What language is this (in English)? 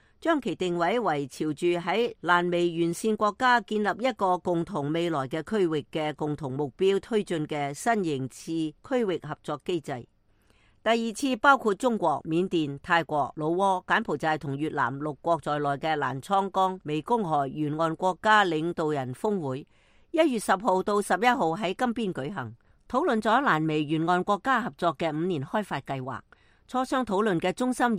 Cantonese